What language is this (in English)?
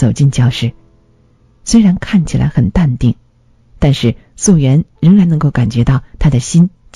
Chinese